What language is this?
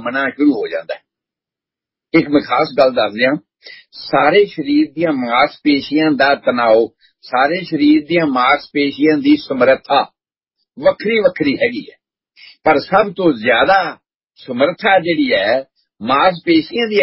Punjabi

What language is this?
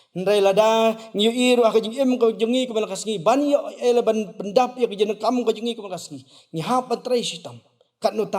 Khasi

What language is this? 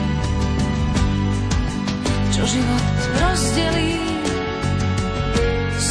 Slovak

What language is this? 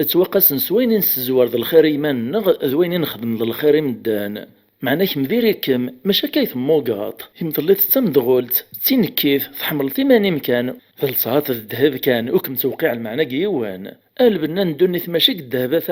Kabyle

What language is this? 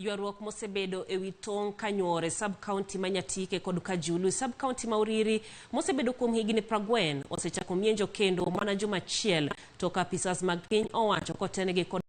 Luo (Kenya and Tanzania)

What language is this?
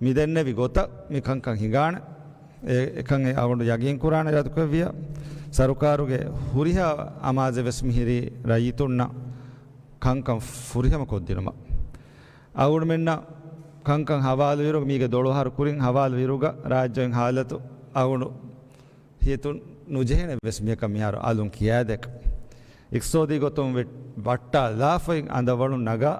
Divehi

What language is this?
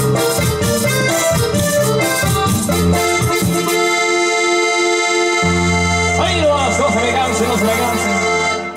Spanish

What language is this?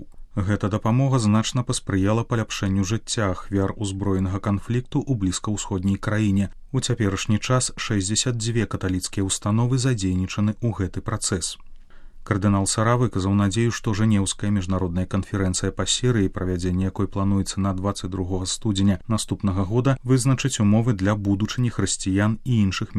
Belarusian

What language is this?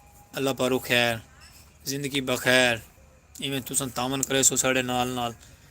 Saraiki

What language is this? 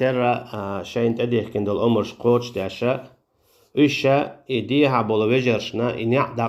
Chechen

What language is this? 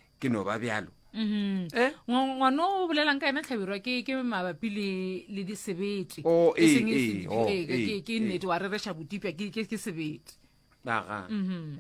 Northern Sotho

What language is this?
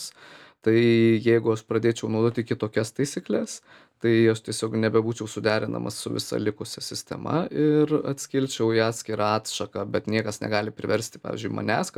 Lithuanian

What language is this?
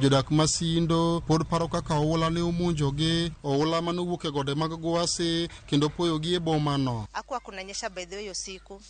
Luo (Kenya and Tanzania)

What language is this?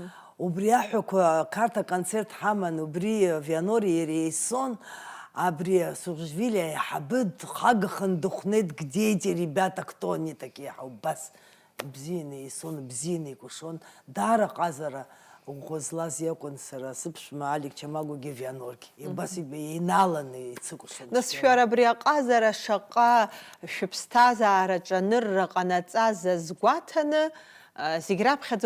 Abkhazian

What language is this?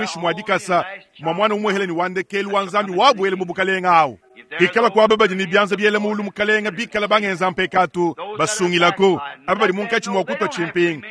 Luba-Lulua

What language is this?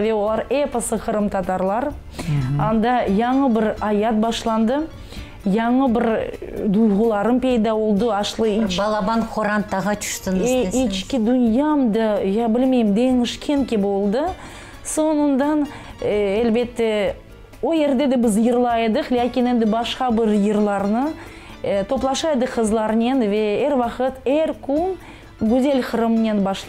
Crimean Tatar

